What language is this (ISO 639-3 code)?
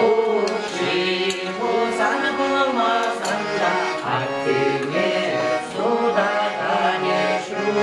chv